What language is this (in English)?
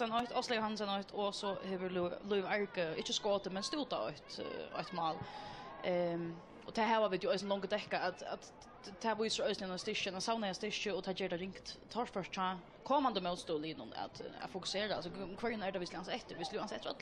Faroese